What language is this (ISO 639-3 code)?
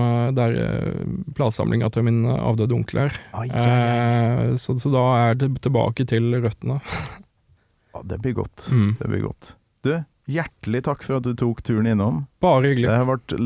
nor